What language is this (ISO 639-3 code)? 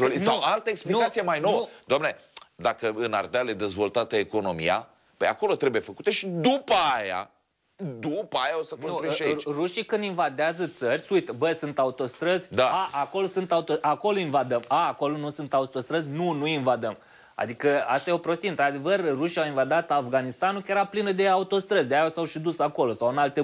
ron